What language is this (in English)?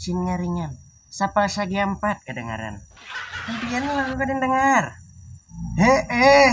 Banjar